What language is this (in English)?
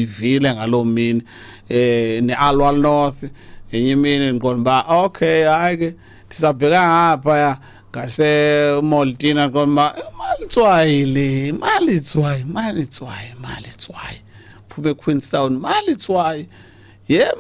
Xhosa